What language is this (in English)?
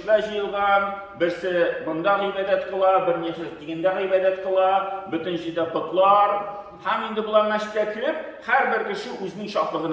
Tatar